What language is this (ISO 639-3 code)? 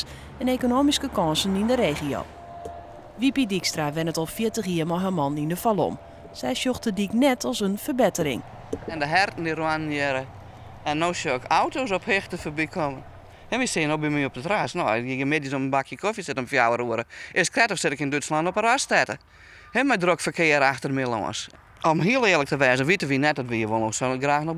fry